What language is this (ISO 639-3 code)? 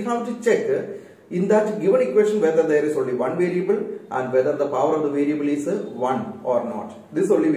eng